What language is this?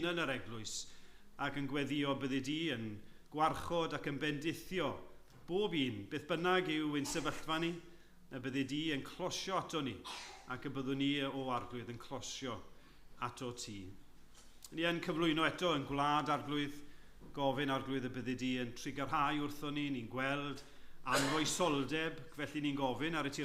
Welsh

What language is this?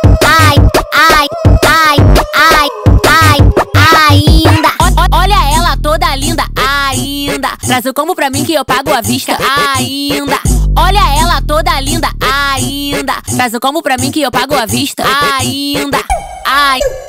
Portuguese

